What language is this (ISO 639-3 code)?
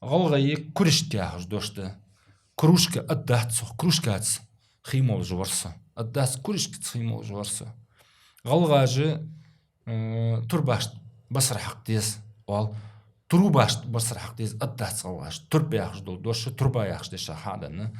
inh